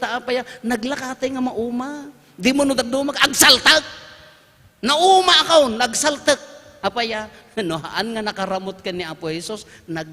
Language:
Iloko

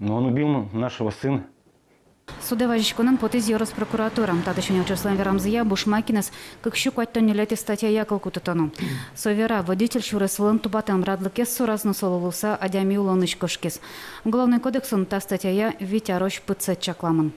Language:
Udmurt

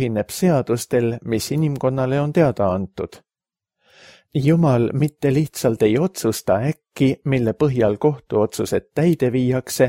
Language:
Estonian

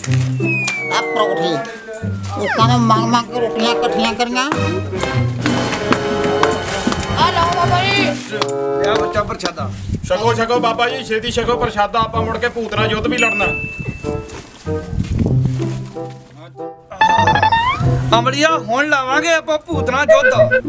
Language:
Punjabi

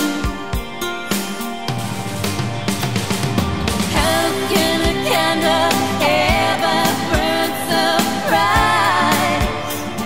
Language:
English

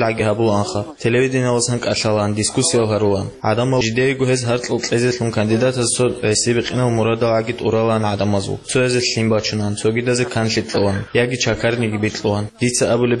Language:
Avaric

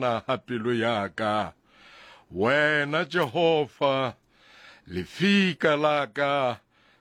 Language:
Southern Sotho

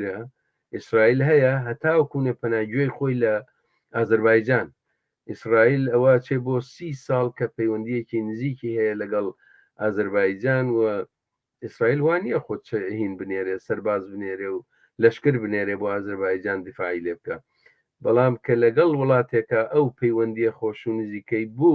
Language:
Central Kurdish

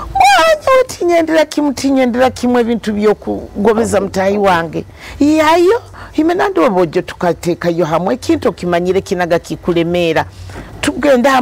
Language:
Nyoro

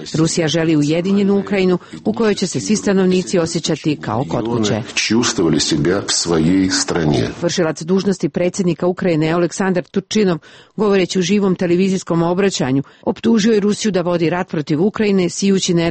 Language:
Serbian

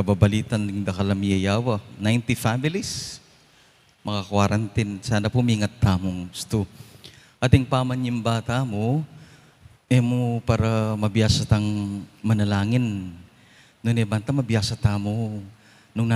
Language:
Pampanga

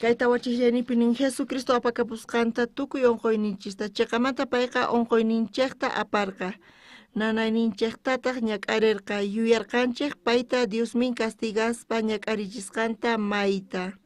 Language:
South Bolivian Quechua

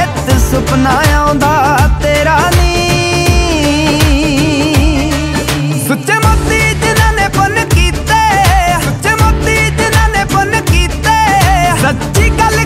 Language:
Punjabi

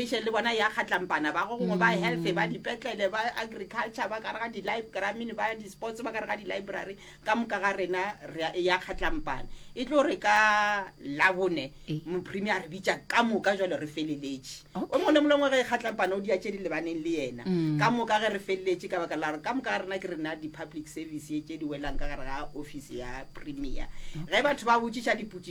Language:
Northern Sotho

